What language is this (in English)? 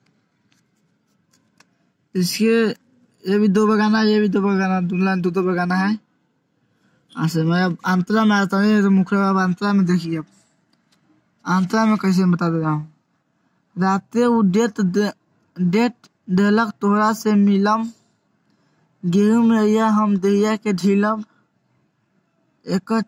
Bhojpuri